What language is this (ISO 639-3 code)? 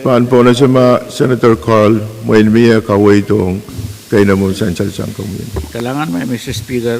pon